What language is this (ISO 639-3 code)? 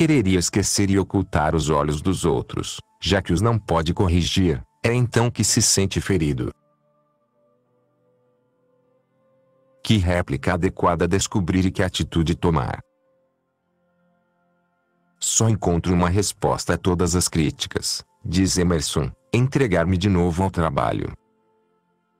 por